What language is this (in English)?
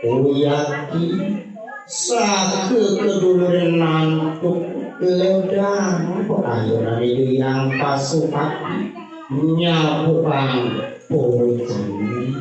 Balinese